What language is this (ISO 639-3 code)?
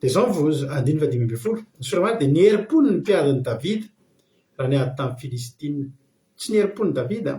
mlg